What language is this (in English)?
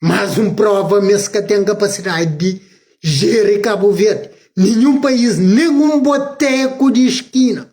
Kabuverdianu